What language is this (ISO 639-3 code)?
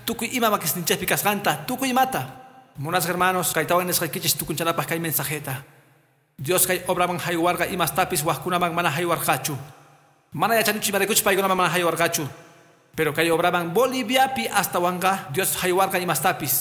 que